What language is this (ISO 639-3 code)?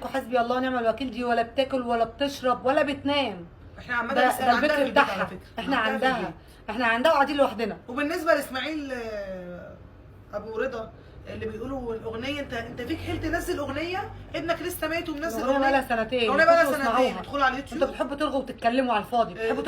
arz